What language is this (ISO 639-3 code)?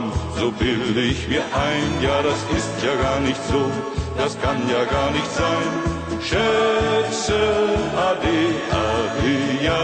est